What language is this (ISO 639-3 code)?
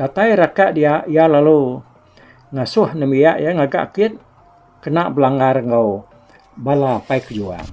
iba